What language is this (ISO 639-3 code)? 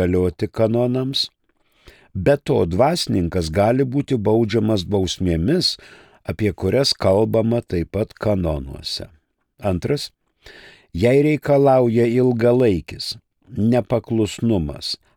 lit